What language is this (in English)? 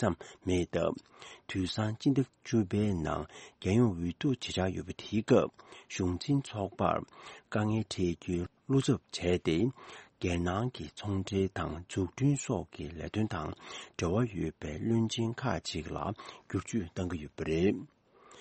Tibetan